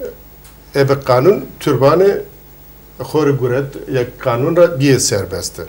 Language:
Zaza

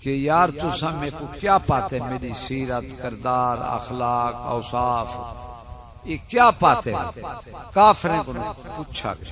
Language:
Saraiki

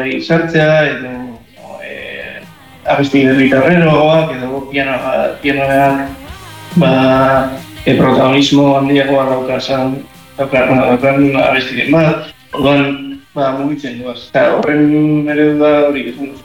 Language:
Basque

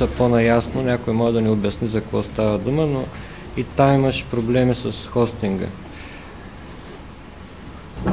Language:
Bulgarian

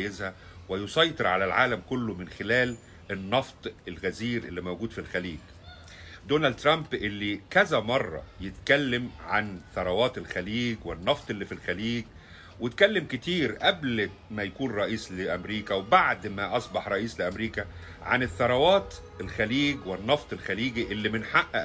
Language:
Egyptian Arabic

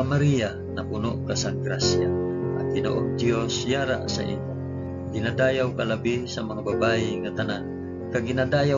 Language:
Hiligaynon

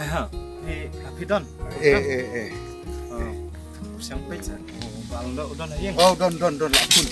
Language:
Khasi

